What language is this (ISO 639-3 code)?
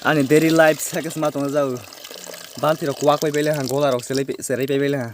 trp